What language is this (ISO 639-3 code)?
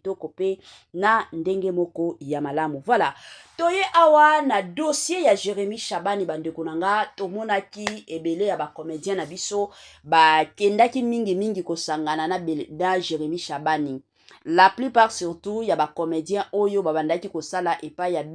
lin